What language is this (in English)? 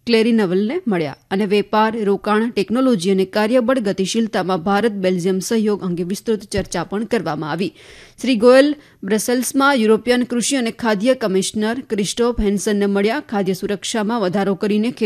Gujarati